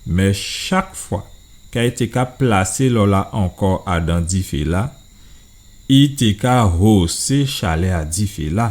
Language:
Guadeloupean Creole French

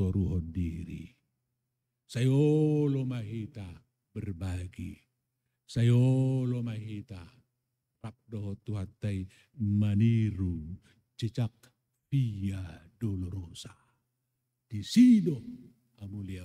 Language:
Batak Toba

